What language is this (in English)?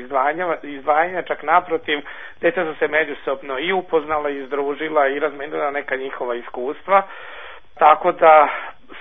Serbian